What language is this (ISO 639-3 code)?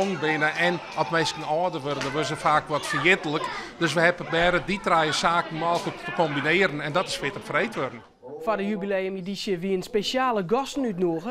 fry